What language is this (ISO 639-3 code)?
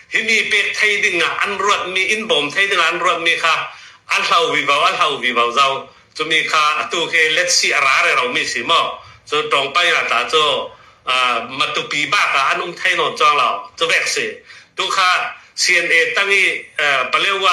cnh